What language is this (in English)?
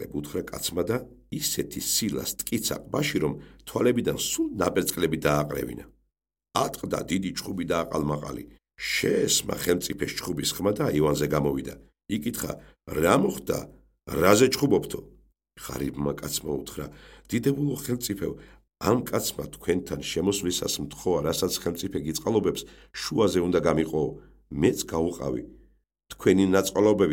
Georgian